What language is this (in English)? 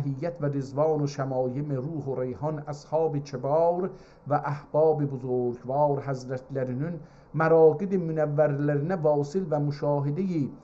South Azerbaijani